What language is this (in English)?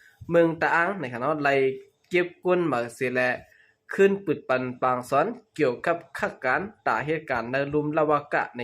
Shan